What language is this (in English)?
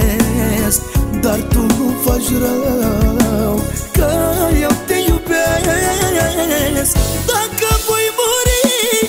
Romanian